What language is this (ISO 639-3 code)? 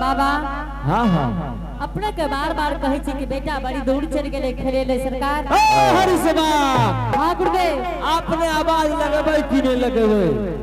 anp